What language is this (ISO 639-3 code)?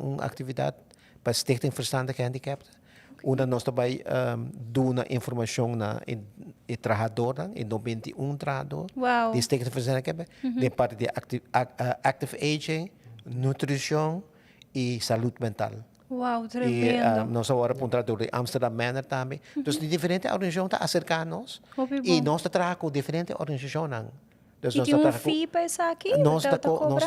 pap